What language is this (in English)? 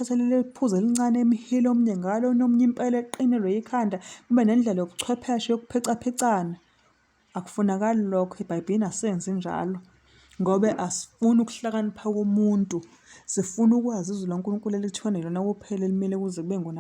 Zulu